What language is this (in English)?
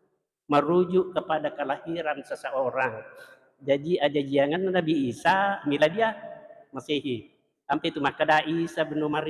Buginese